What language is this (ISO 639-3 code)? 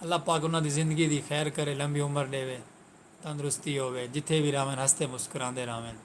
skr